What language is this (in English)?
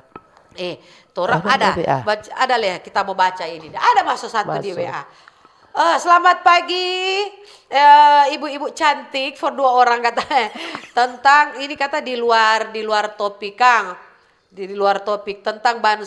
Manado Malay